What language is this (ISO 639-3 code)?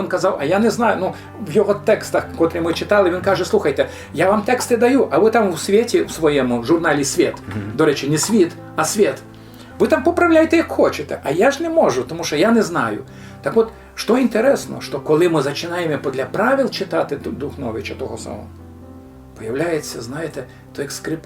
rue